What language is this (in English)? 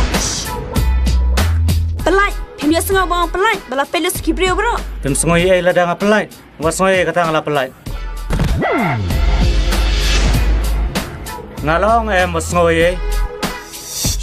Khasi